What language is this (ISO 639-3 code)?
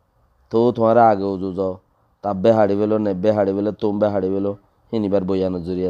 rhg